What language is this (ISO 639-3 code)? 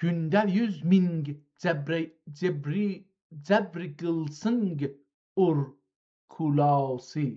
azb